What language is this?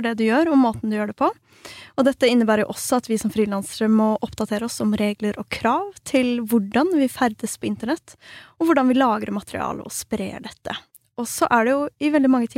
Norwegian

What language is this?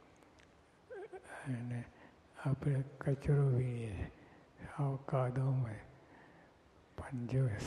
Gujarati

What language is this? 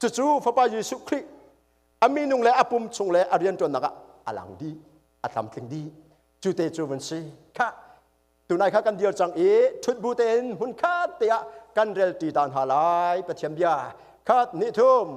Hakha Chin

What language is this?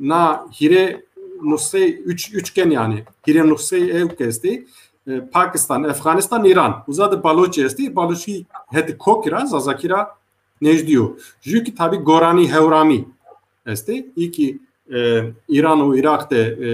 Zaza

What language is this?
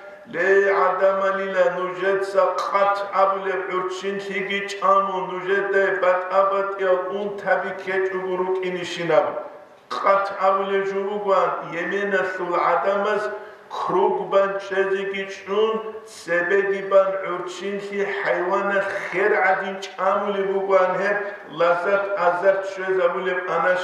Avaric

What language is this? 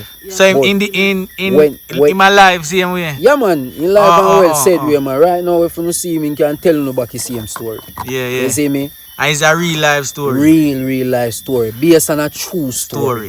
Jamaican Creole English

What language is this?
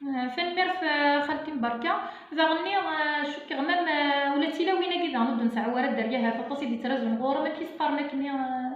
Kabyle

